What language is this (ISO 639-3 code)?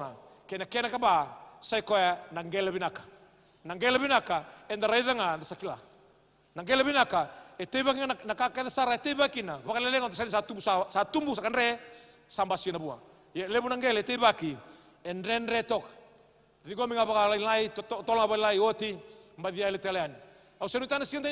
fij